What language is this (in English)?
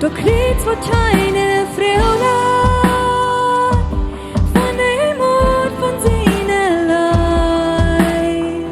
Plautdietsch